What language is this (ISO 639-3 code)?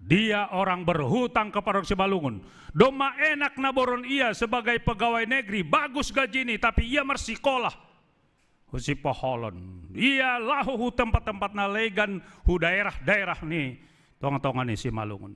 bts